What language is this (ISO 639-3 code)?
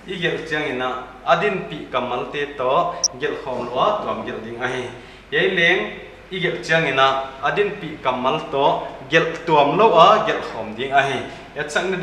pck